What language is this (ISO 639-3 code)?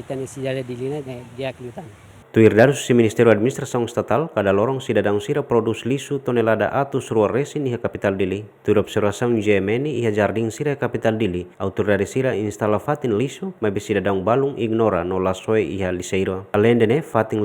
tet